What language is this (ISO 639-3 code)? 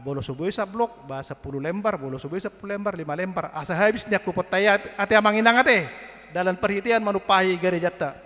bbc